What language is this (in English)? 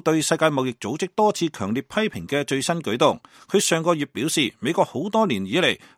Cantonese